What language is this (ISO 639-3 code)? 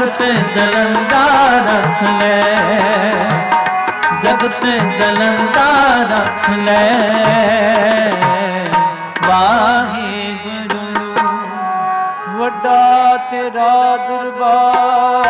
pan